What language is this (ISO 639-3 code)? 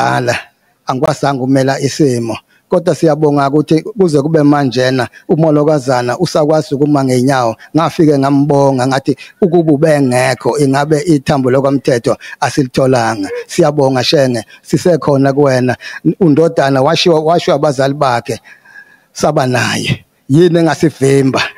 zul